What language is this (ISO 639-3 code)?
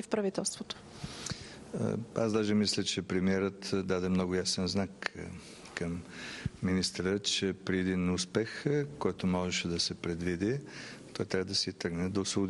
bul